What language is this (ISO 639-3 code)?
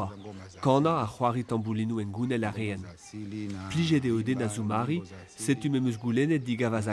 bre